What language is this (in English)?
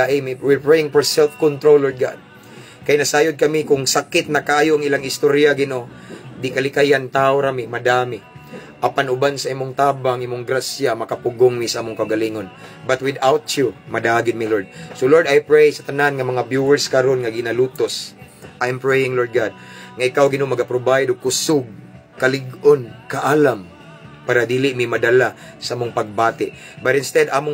Cebuano